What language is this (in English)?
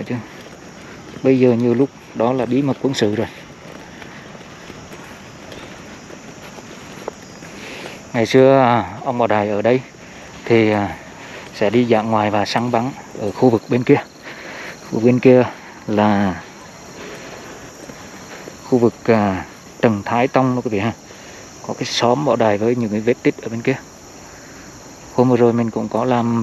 Vietnamese